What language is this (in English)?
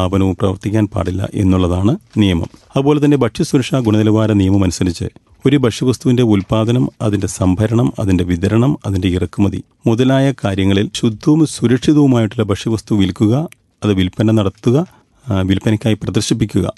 Malayalam